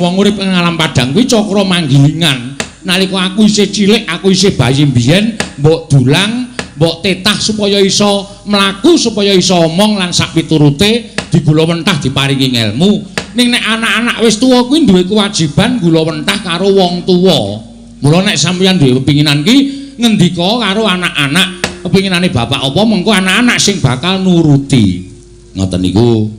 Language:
Javanese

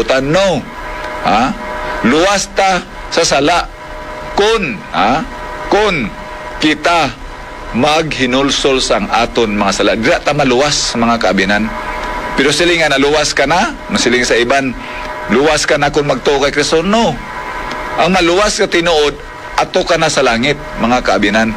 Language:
Hiligaynon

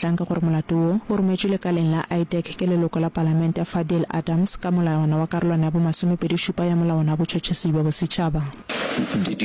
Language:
Northern Sotho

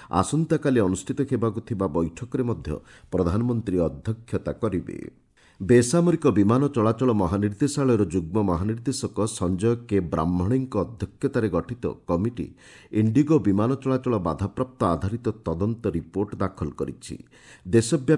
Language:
Odia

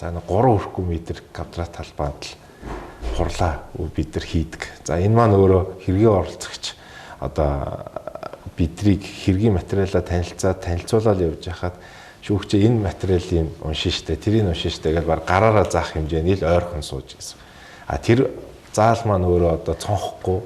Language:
Mongolian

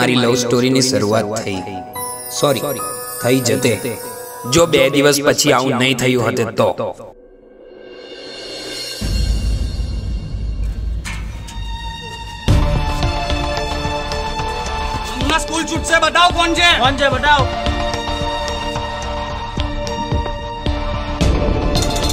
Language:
Gujarati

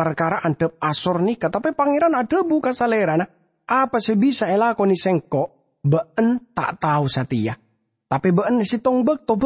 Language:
Madurese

